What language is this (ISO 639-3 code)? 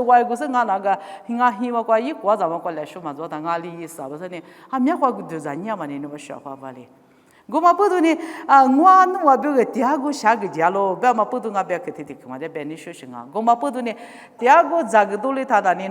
lis